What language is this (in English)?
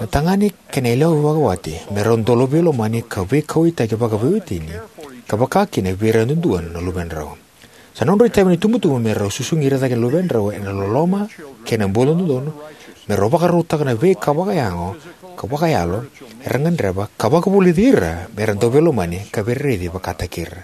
Fijian